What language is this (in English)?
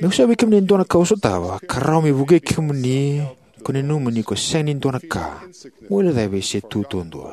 Fijian